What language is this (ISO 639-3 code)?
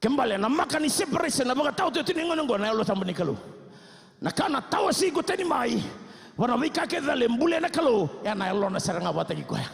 fij